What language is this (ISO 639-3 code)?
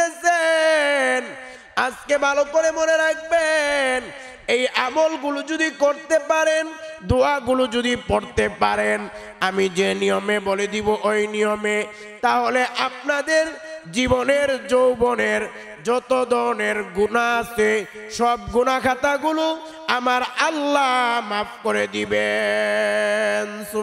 ben